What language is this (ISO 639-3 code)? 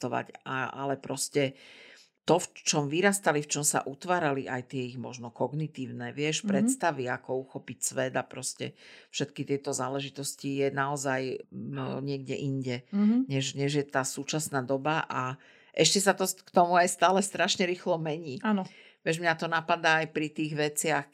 slk